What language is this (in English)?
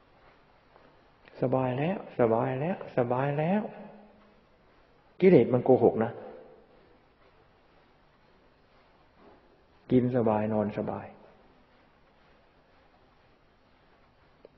Thai